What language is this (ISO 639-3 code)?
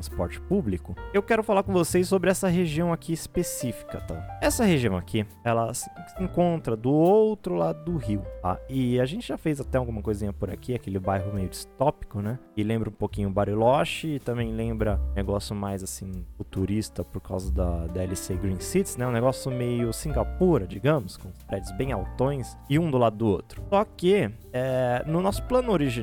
por